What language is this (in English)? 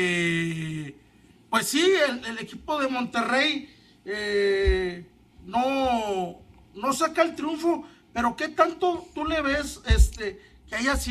Spanish